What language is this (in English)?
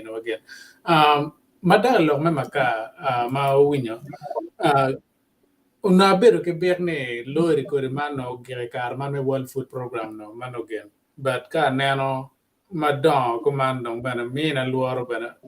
Acoli